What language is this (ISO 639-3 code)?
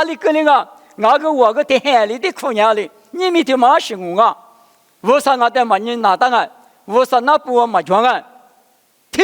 lis